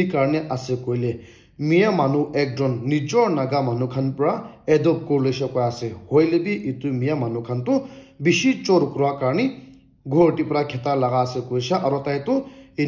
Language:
Naga Pidgin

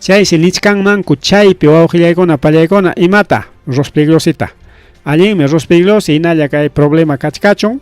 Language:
Ayacucho Quechua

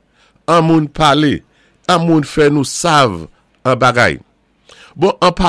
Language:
Saint Lucian Creole French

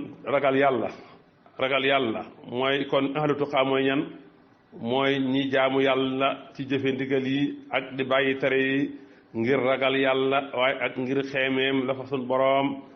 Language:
Wolof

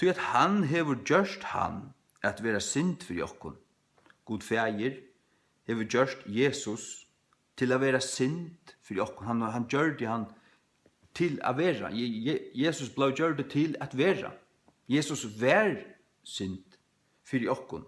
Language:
Faroese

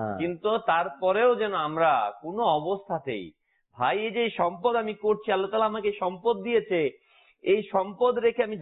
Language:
Bangla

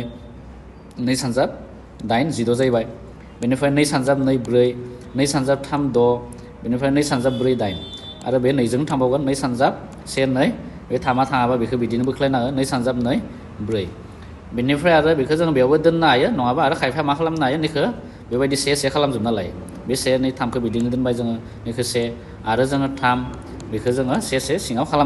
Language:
Bodo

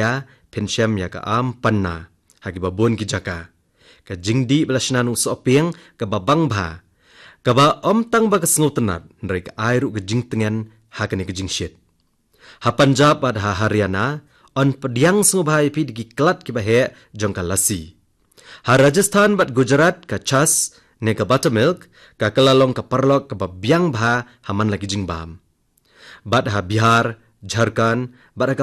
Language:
Khasi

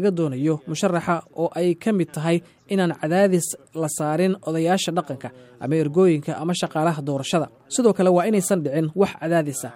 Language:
Somali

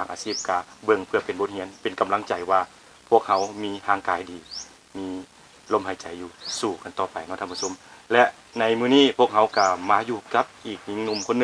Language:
Lao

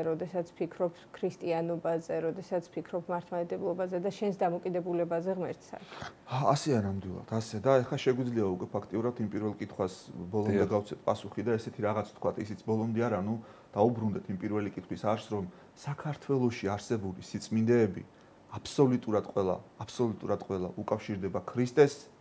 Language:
Georgian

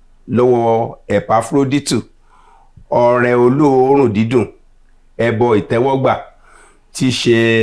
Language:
Yoruba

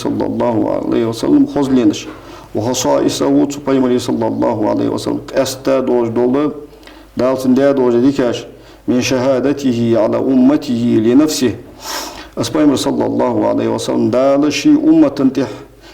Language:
Ingush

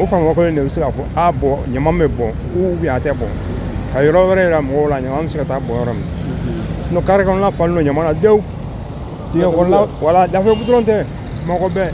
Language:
Bambara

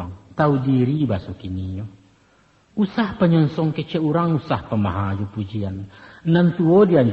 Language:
Minangkabau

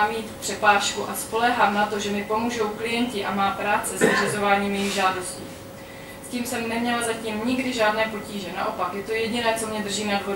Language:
Czech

